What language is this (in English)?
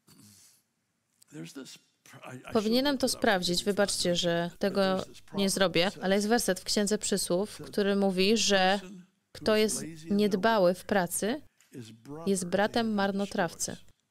Polish